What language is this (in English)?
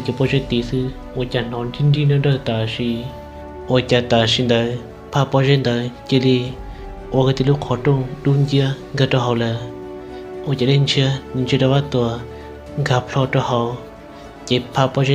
Hmong